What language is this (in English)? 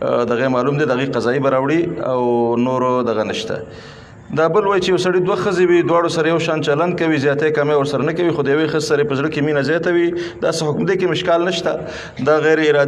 Pashto